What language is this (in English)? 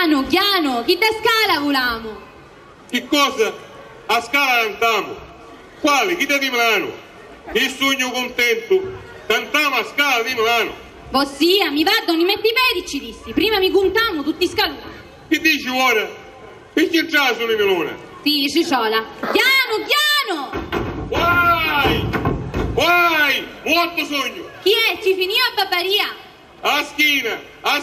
Sicilian